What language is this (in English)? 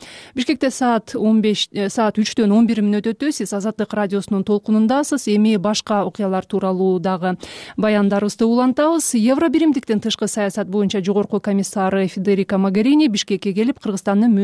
Kyrgyz